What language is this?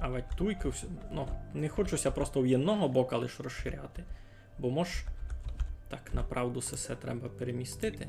Rusyn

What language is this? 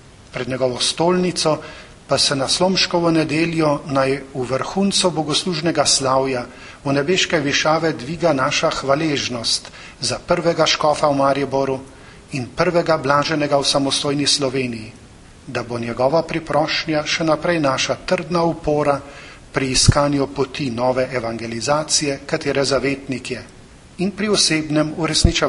Slovenian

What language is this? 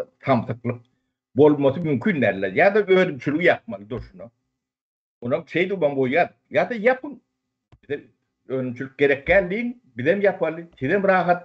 Turkmen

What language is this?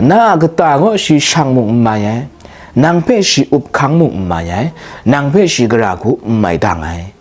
Kachin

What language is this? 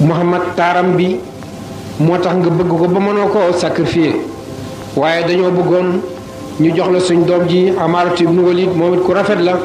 Wolof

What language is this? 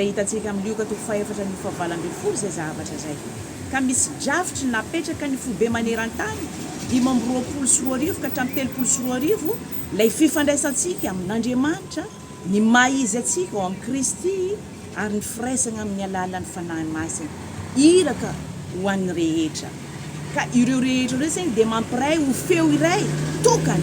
Malagasy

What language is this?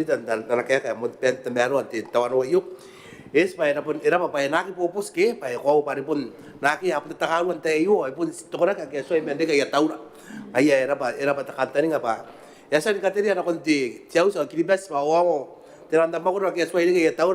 Gilbertese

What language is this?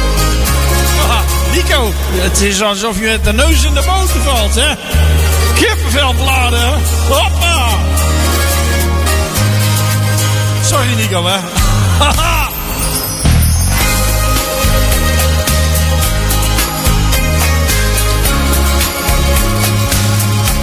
Dutch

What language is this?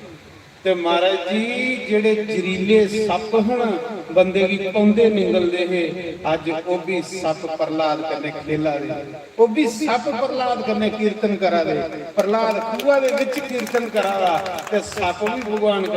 Dogri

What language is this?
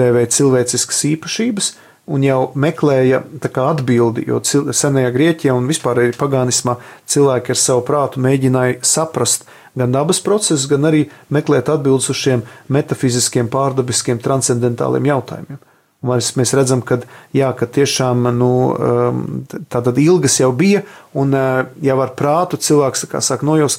Latvian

